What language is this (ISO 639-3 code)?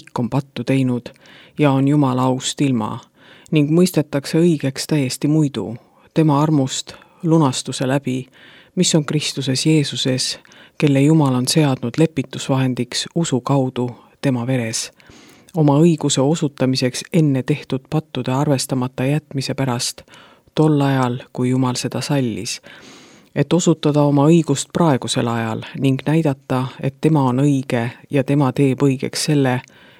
est